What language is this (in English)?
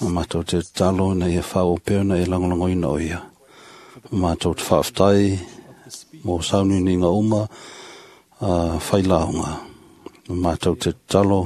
Samoan